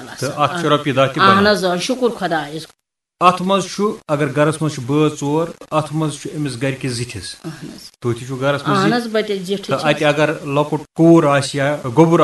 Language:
Kashmiri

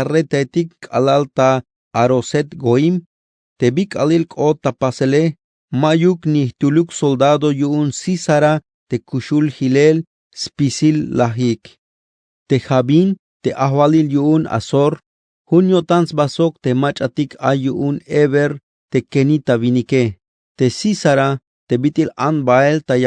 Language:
Tzeltal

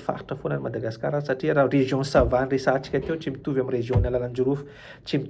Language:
Malagasy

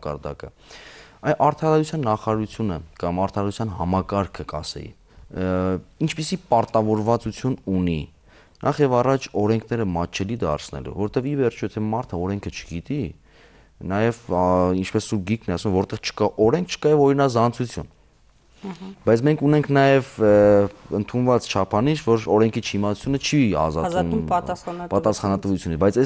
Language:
Armenian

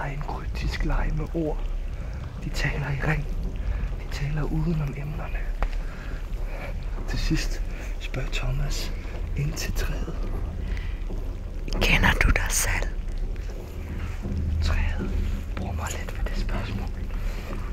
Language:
Danish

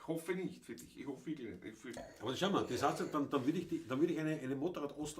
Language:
Bavarian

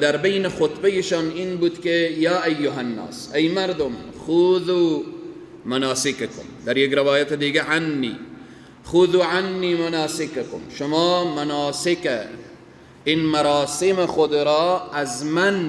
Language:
Persian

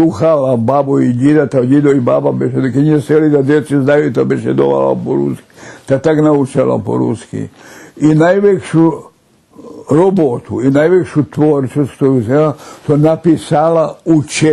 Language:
Rusyn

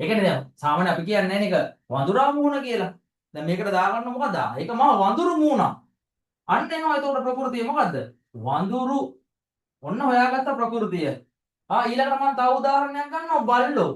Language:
Sinhala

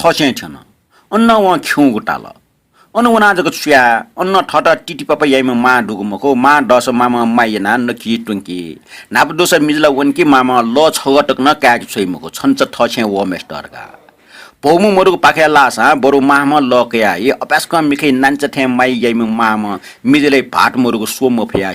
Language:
Newari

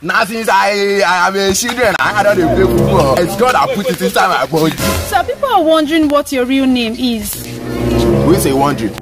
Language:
Nigerian Pidgin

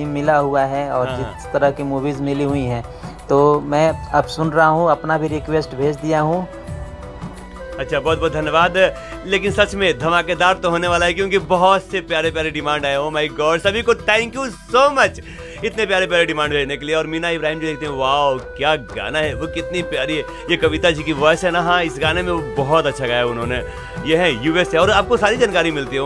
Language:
Hindi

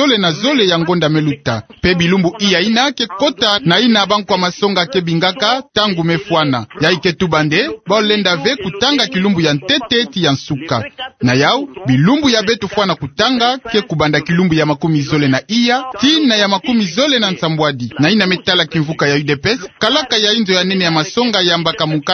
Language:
Kituba (Democratic Republic of Congo)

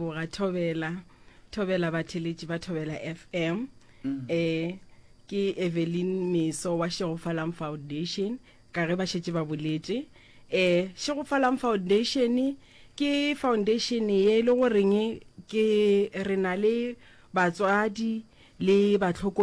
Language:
Northern Sotho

